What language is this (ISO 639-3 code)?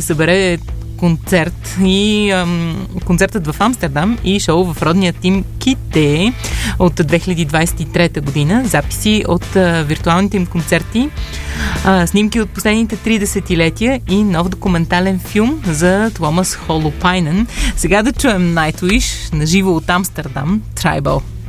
bul